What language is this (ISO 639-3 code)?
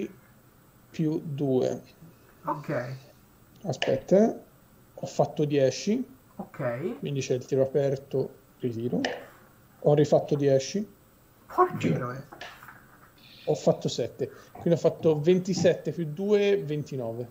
ita